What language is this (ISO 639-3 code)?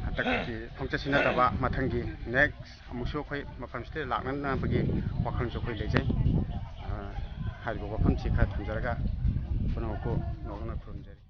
mni